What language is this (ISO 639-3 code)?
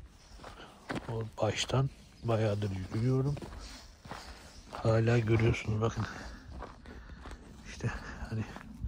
tur